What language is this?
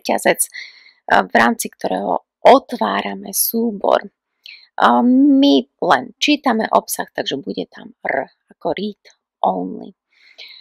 Slovak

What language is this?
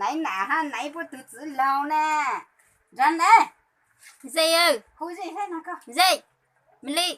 Hmong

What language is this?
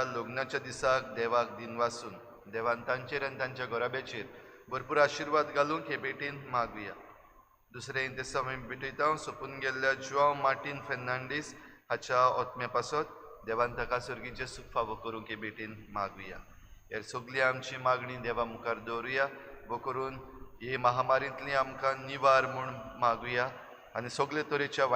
Konkani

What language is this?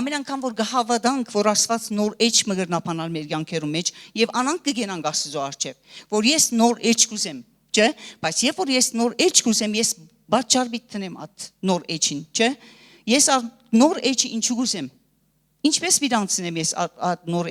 Western Armenian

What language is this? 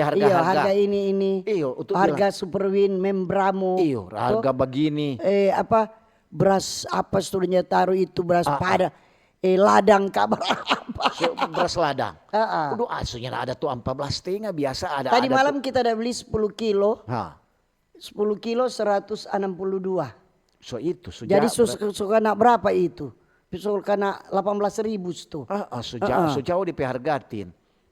Manado Malay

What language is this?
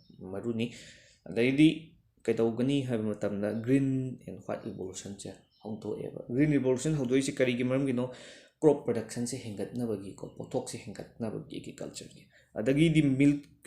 Manipuri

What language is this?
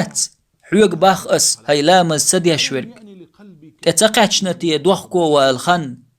Chechen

